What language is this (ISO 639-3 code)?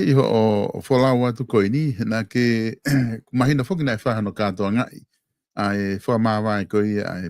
ton